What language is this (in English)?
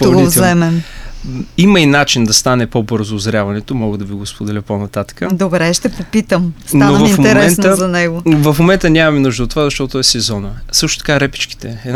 Bulgarian